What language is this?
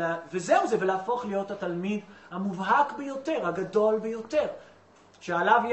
Hebrew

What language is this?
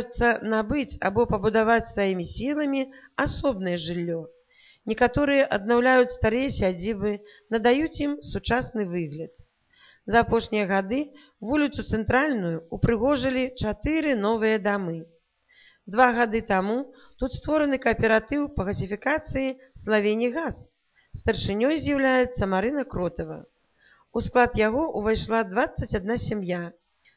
Belarusian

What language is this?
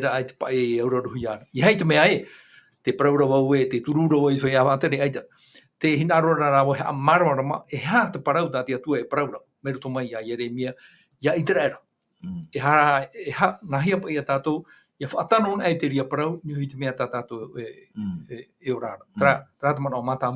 Tahitian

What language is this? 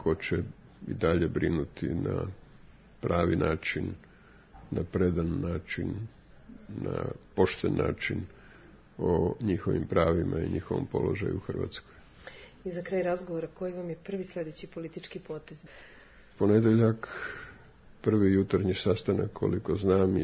Croatian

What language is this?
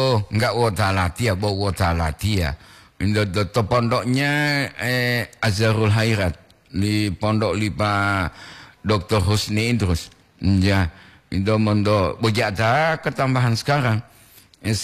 Gorontalo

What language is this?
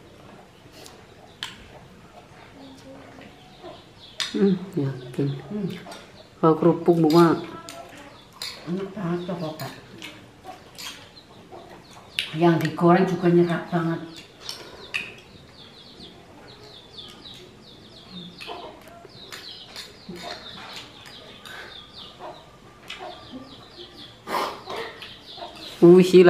Indonesian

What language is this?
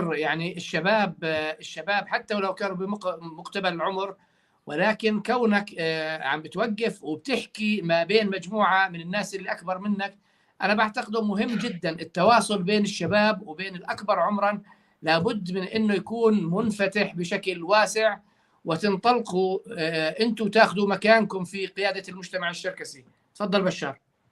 North Levantine Arabic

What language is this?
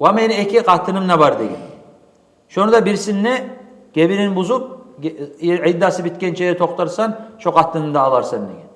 Kumyk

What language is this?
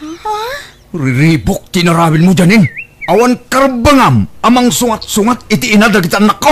Iloko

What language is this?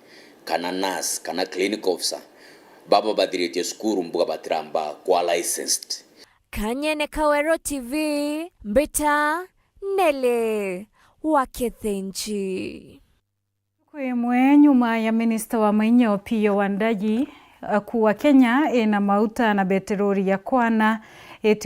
Meru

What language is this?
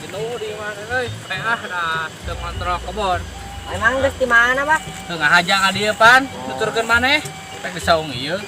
Sundanese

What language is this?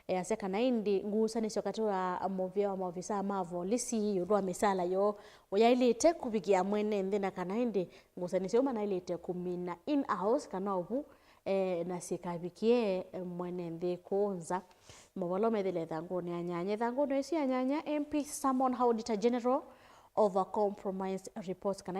Kamba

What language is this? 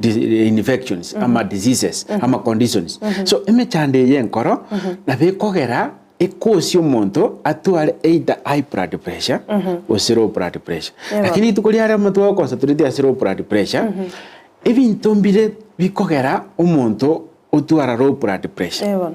Gusii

